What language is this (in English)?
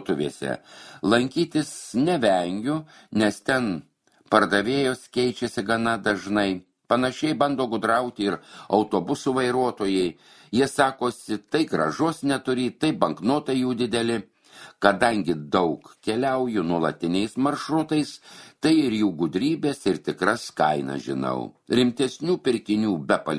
Lithuanian